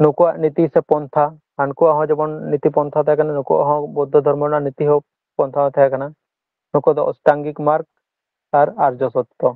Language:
Santali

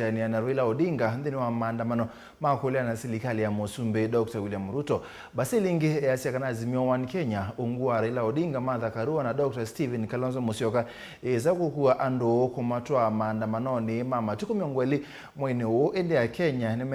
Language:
Kamba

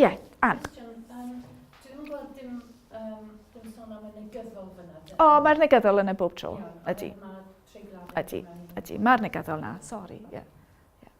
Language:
Welsh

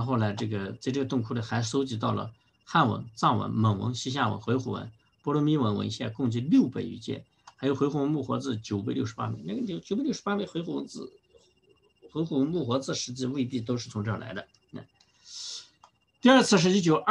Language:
Chinese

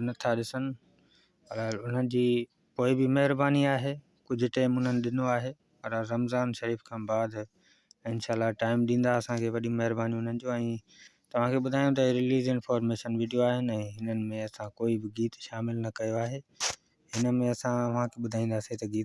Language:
Sindhi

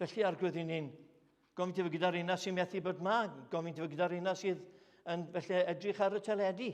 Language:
Welsh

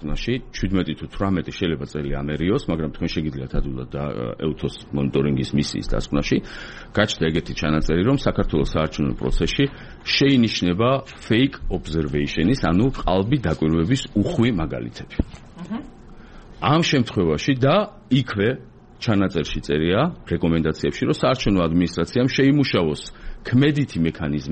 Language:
Georgian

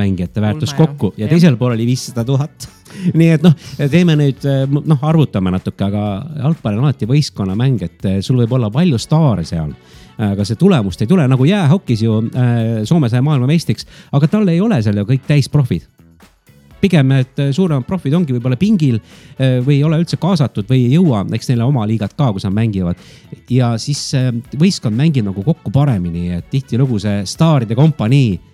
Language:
Estonian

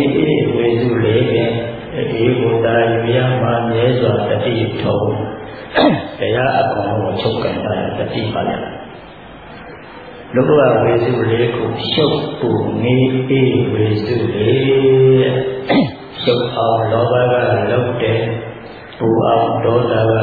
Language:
Burmese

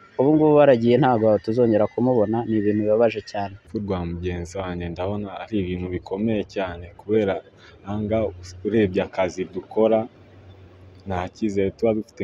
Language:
Kinyarwanda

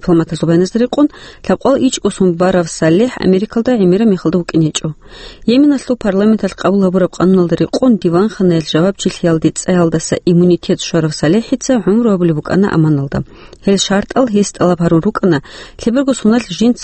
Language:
Avaric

